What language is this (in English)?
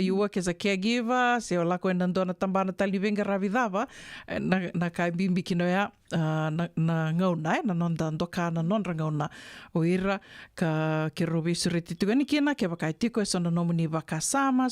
Fijian